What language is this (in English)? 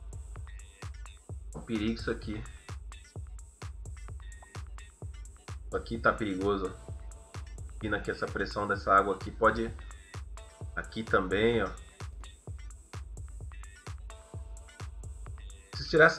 Portuguese